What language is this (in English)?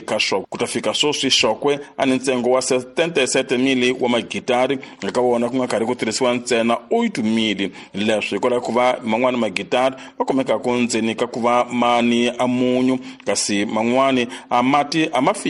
Tsonga